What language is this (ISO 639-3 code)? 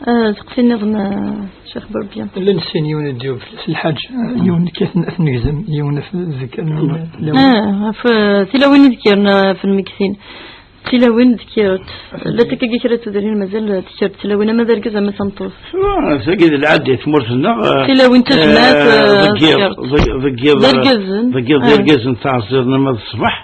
kab